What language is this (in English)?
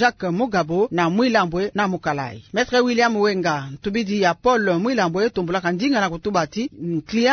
Kituba (Democratic Republic of Congo)